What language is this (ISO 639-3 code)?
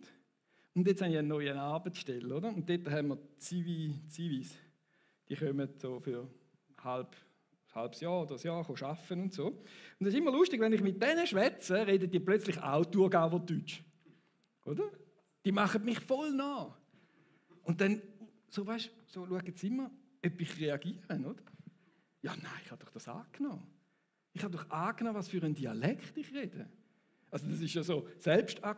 gsw